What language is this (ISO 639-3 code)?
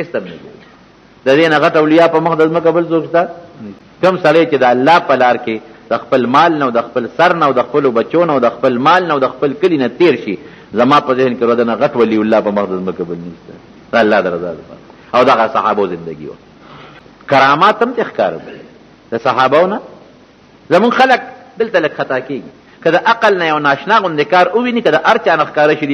pus